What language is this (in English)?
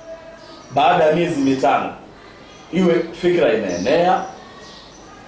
Swahili